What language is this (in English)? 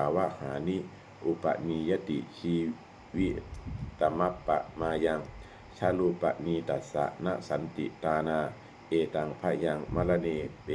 Pali